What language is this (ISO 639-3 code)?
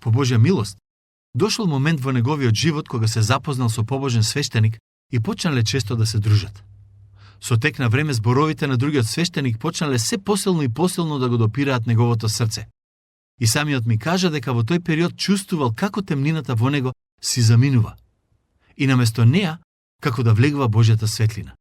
mkd